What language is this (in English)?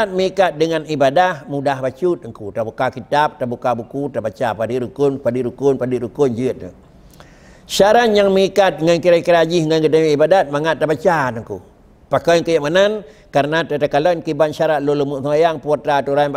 Achinese